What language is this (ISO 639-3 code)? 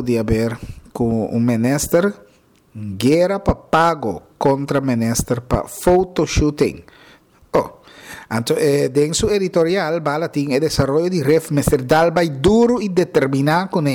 pap